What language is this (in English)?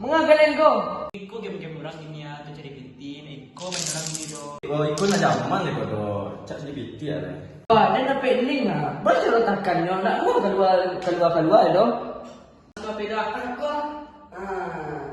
Minangkabau